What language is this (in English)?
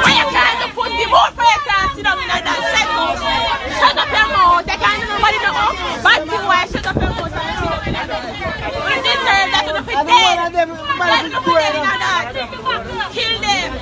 Jamaican Creole English